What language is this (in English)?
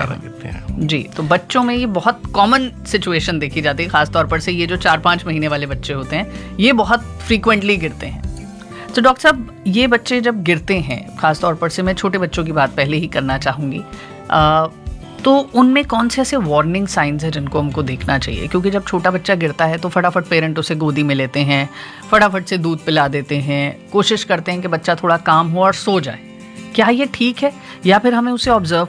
Hindi